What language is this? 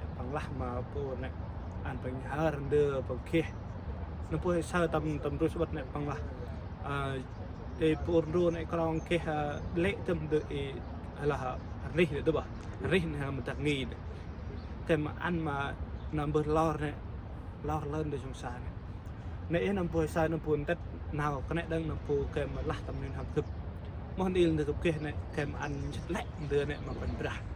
Central Mnong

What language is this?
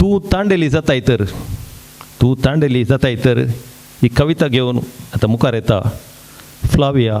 Konkani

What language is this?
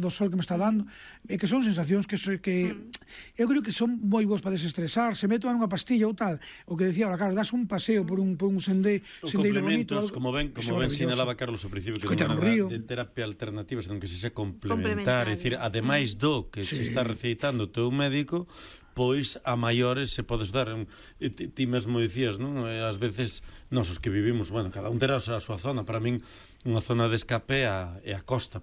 Galician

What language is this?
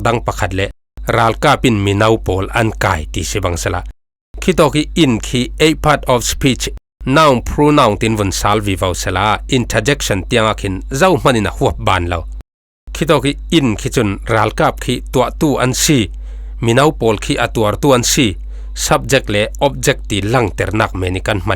Falam Chin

